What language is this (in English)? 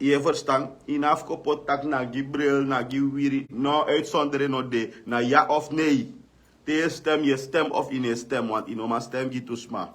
Sranan Tongo